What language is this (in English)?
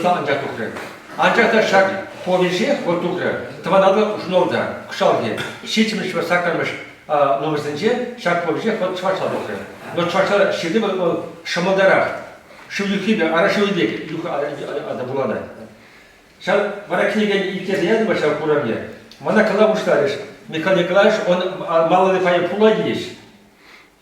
Chuvash